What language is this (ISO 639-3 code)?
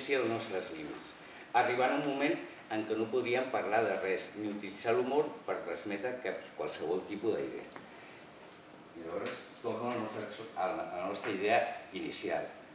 cat